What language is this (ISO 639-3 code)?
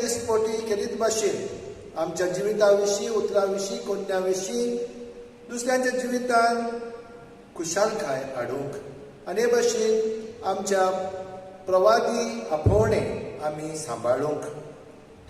kok